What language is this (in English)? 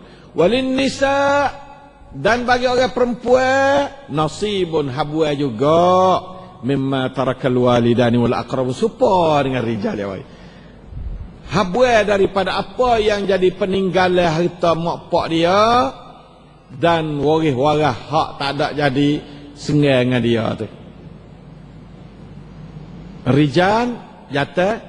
Malay